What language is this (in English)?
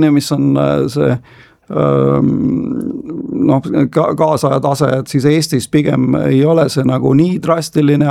Estonian